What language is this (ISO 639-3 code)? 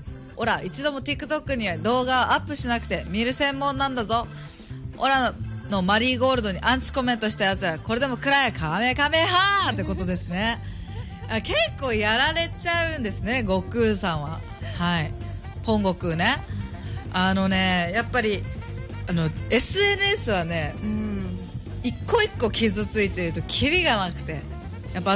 jpn